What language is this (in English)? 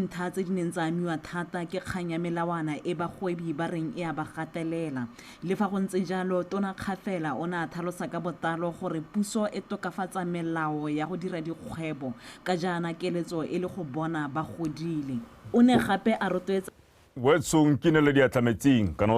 Tswana